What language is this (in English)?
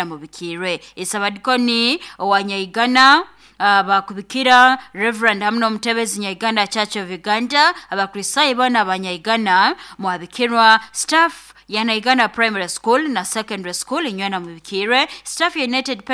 Nyoro